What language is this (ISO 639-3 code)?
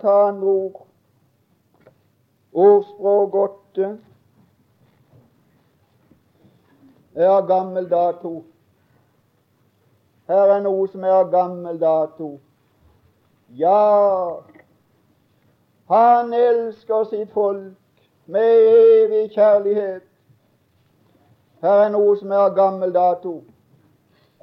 nor